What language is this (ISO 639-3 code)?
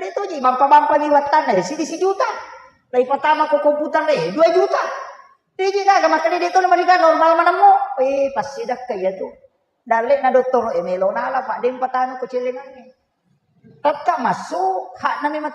bug